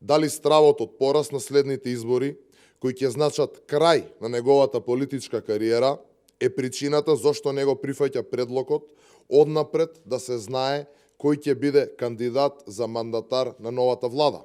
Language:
Macedonian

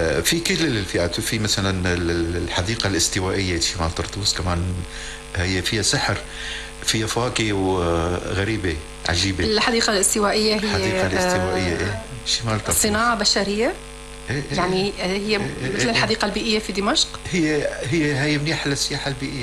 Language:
North Levantine Arabic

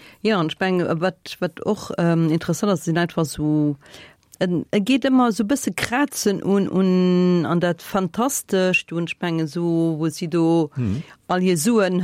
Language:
Luxembourgish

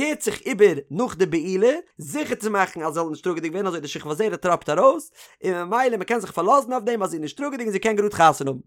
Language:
Yiddish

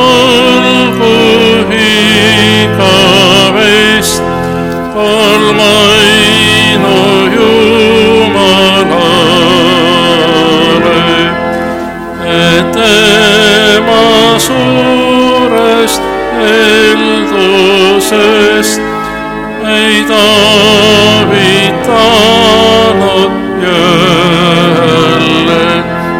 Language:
Estonian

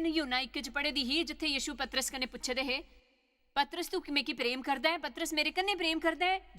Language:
Dogri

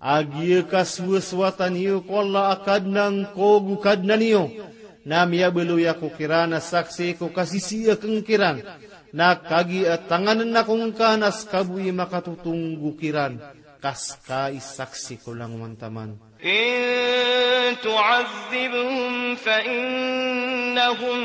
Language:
Maranao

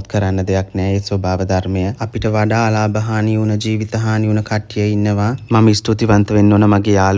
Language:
Sinhala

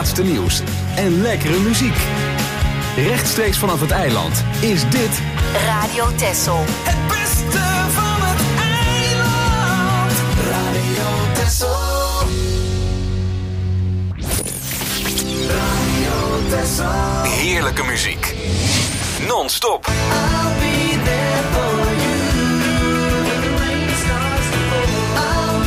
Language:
Dutch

